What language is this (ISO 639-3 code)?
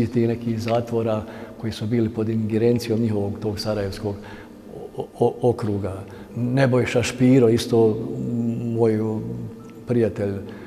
bos